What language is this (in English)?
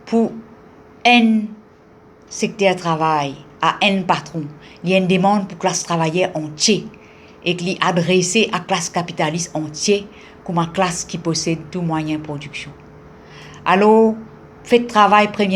Morisyen